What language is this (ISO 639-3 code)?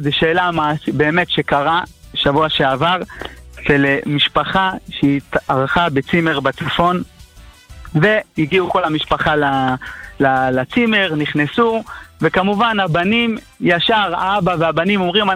heb